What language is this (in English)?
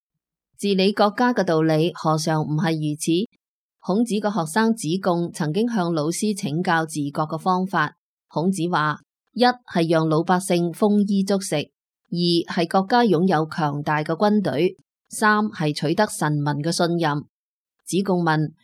Cantonese